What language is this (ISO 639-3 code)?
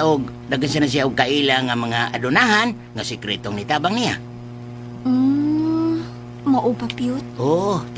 ceb